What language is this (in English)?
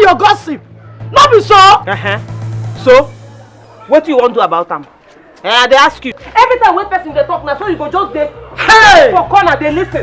Nigerian Pidgin